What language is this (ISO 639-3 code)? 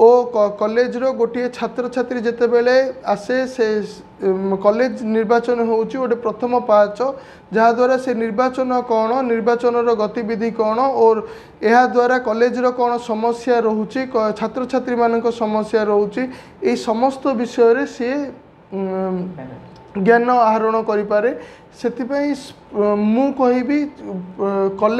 ori